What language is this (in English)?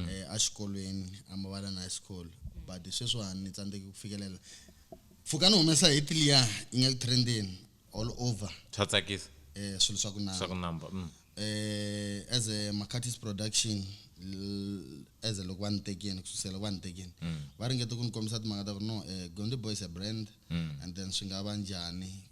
Tsonga